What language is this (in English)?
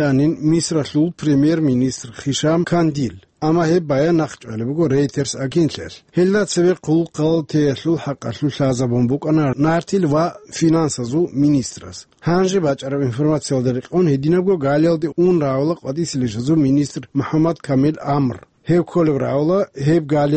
Avaric